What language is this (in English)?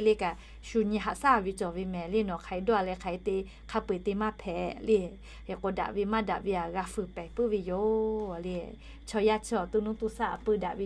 Lahu